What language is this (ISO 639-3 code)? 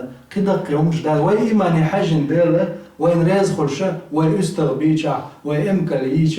che